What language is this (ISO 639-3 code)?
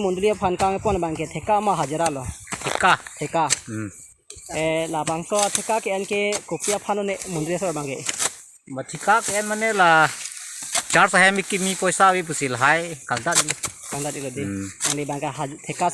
mjw